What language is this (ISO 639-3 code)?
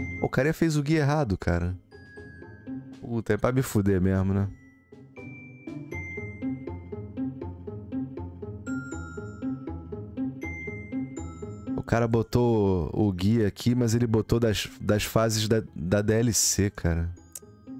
por